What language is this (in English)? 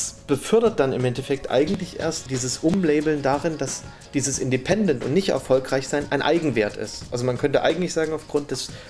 German